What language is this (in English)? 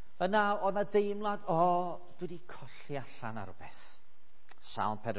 Welsh